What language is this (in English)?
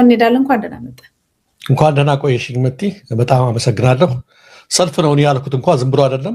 Amharic